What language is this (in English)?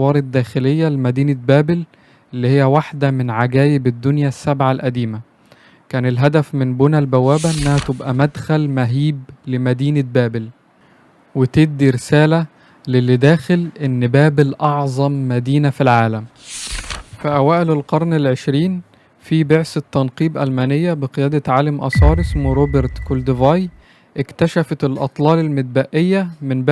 Egyptian Arabic